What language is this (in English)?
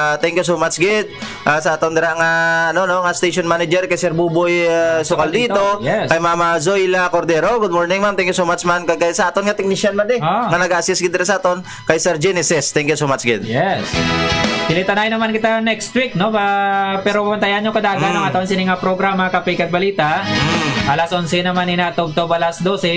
Hiligaynon